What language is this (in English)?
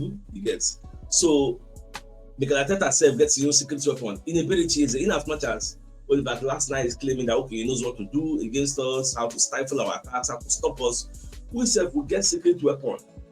Nigerian Pidgin